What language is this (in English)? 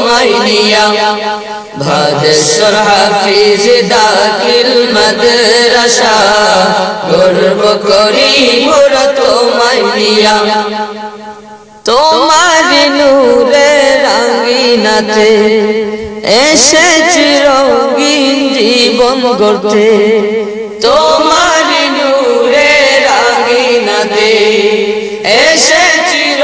Bangla